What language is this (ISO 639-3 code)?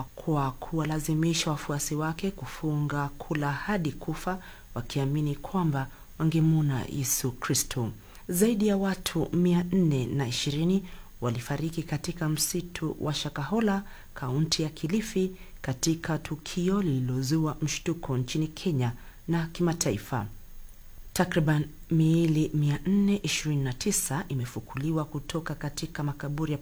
swa